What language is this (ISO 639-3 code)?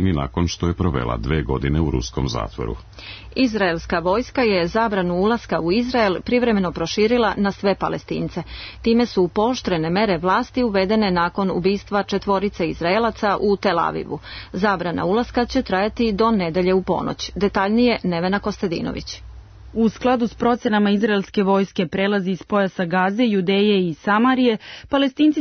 srp